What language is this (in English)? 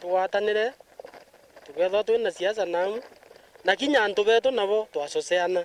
Meru